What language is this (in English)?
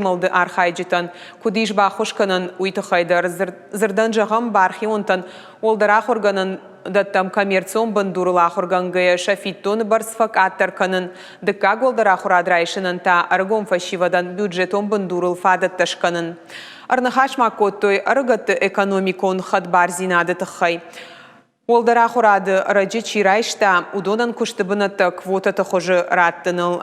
Ossetic